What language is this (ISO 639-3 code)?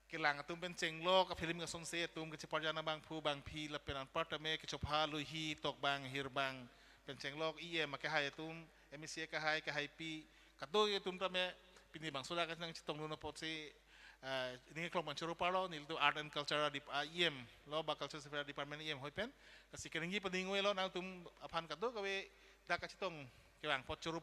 mjw